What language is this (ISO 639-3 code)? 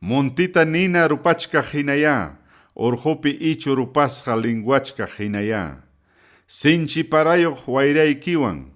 quy